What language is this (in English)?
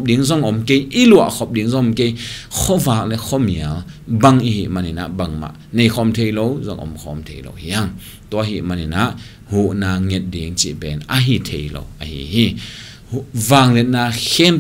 Tedim Chin